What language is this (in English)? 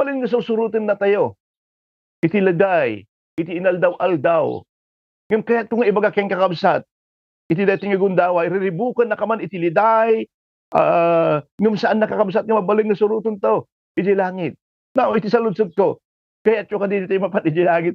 Iloko